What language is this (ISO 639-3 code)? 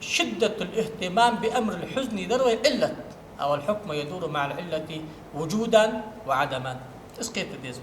inh